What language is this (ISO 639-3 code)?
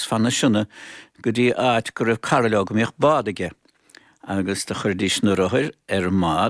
gle